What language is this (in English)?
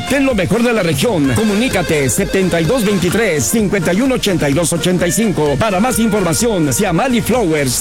Spanish